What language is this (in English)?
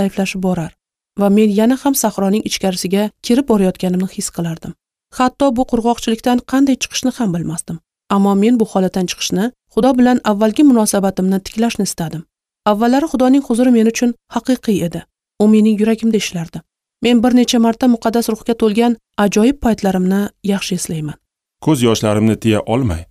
Uzbek